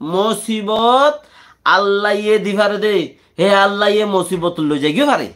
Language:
Rohingya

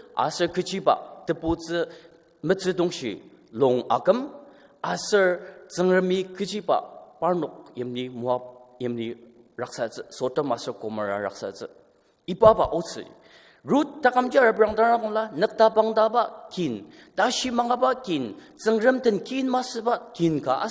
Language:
Ao Naga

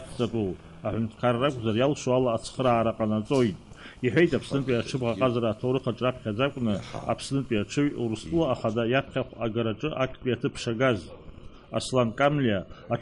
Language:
Abkhazian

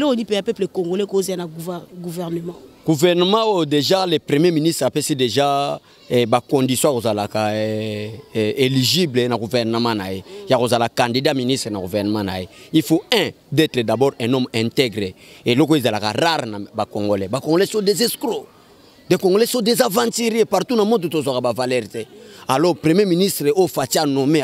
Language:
Lingala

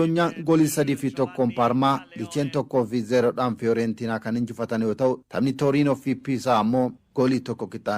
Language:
Oromo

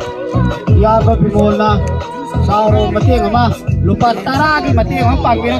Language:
Manipuri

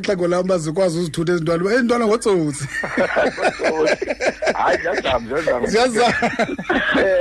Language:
Xhosa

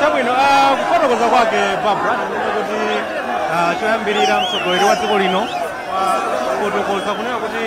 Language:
Nyanja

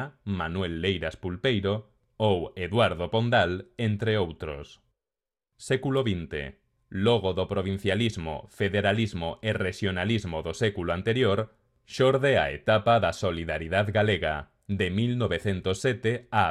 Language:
Galician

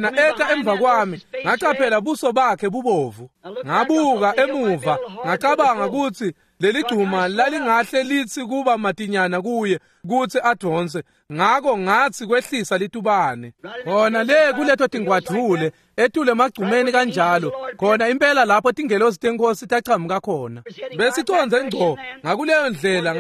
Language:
Swati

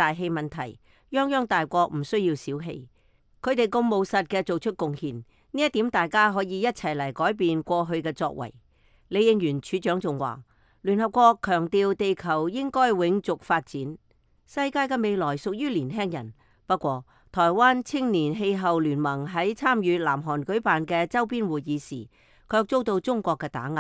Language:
Cantonese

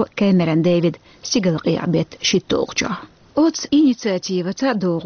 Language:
Chechen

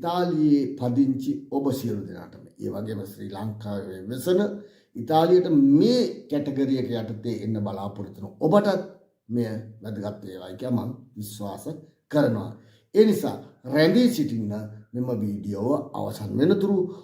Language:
Sinhala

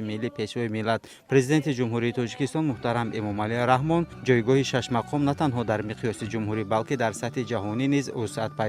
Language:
Tajik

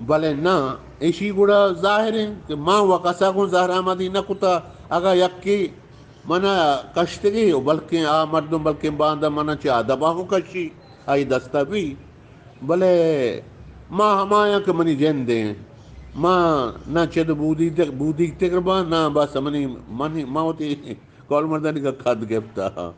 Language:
Eastern Balochi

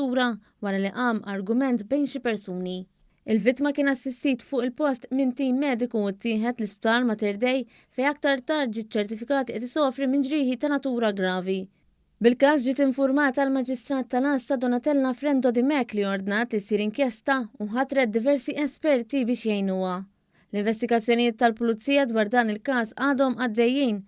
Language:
Maltese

